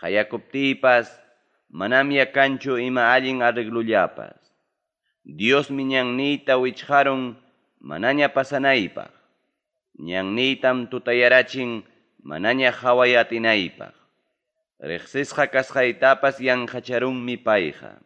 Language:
Ayacucho Quechua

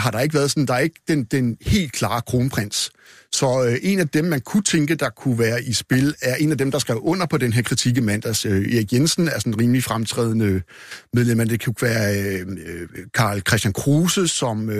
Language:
Danish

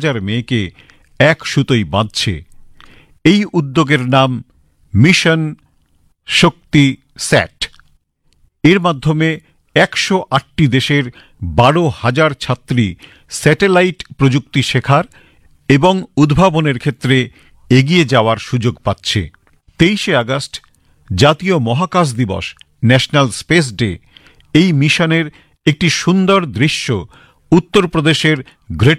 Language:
Bangla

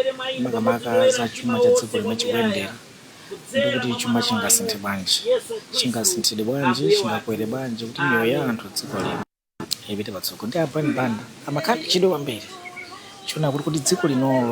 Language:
Nyanja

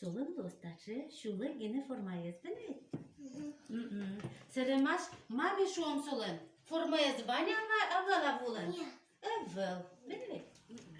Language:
Udmurt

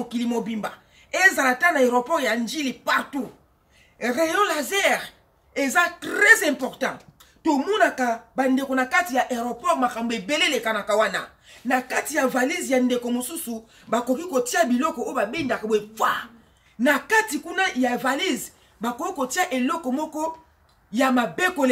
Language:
Lingala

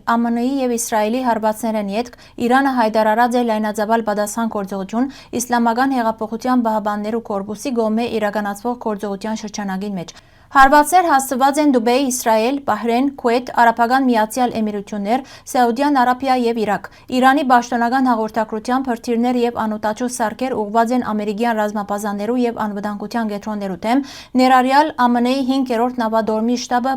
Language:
Western Armenian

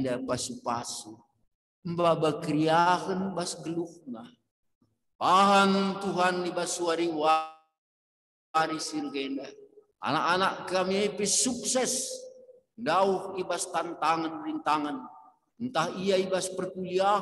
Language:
Batak Karo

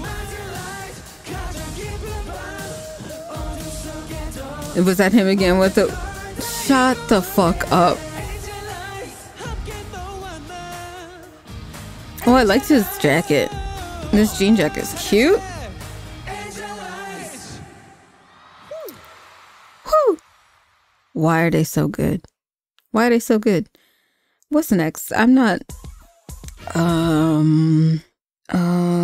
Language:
English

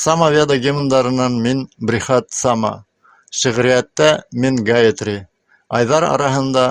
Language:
Bashkir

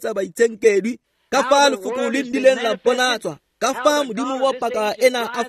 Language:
Tswana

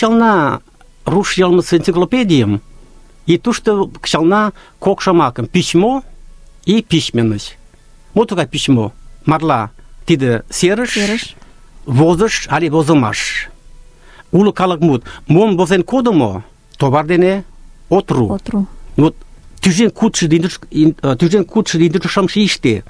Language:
Mari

